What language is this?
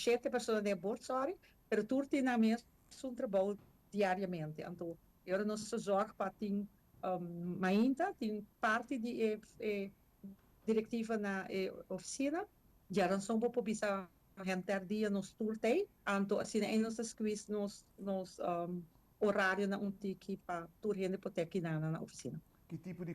Papiamento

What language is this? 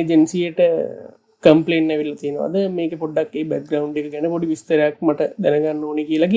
Sinhala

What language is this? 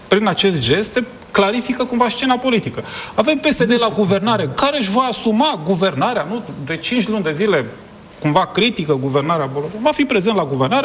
Romanian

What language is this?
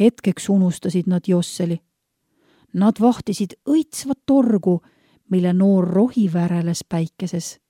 Estonian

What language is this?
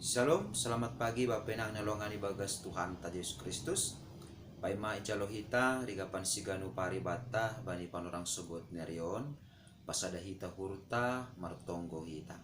Batak Simalungun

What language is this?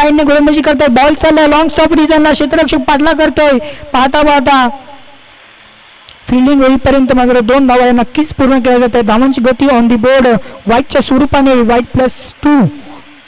Marathi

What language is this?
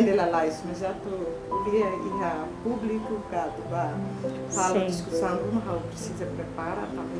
Tetum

